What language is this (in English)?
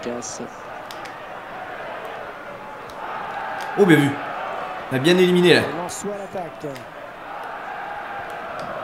French